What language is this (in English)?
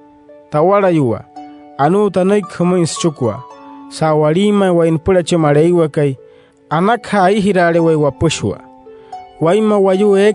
Wayuu